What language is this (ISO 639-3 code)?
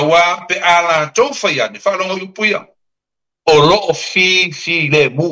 smo